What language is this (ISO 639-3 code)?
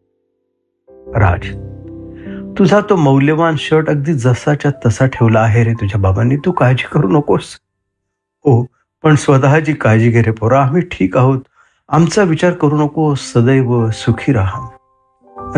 mar